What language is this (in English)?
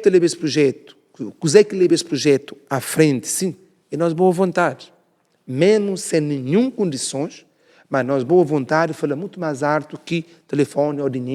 Kabuverdianu